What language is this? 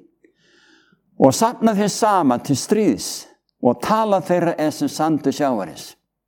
Icelandic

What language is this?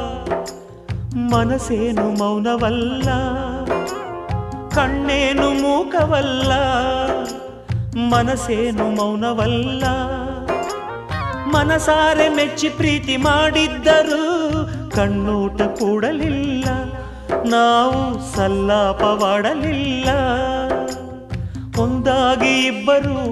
Kannada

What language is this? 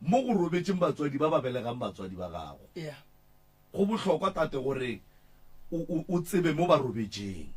Northern Sotho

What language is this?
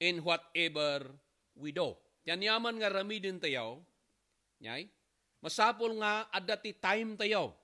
Iloko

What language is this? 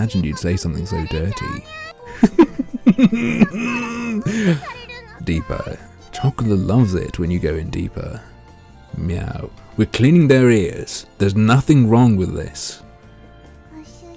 English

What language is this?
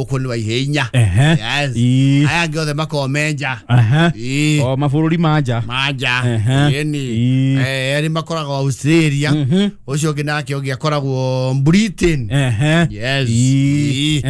Kikuyu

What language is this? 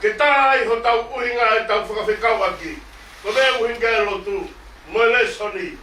Tongan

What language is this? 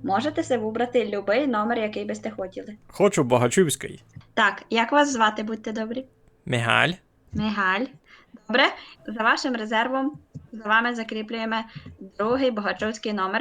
Rusyn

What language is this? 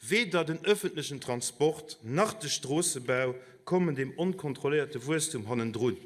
Luxembourgish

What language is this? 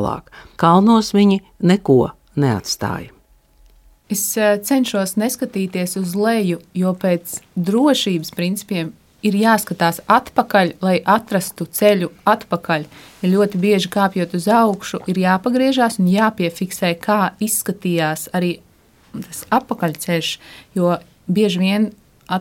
Latvian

